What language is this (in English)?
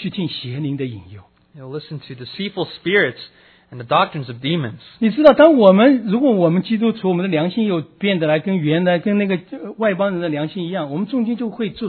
Chinese